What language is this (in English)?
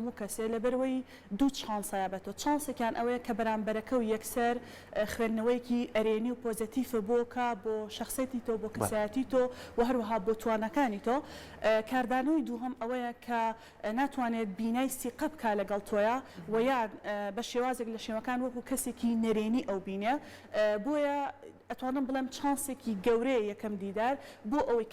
Central Kurdish